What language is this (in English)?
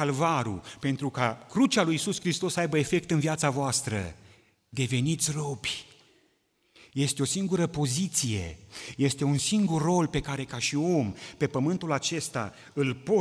Romanian